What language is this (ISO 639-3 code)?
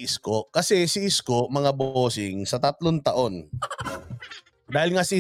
fil